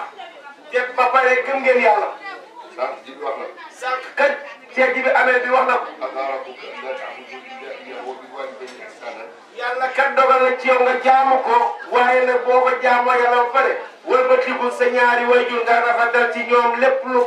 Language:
Wolof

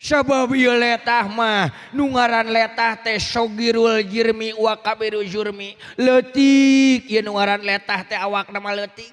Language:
Sundanese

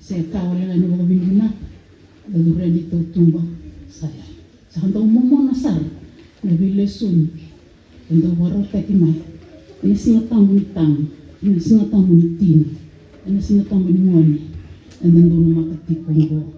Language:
Fijian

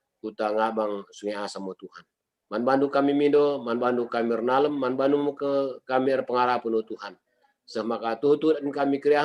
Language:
Batak Karo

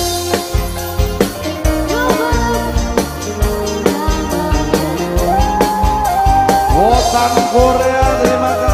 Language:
Indonesian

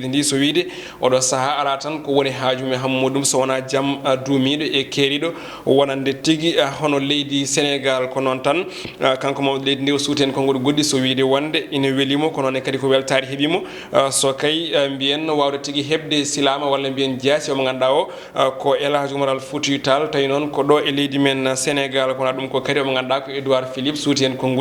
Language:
Fula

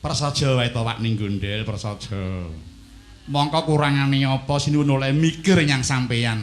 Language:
Javanese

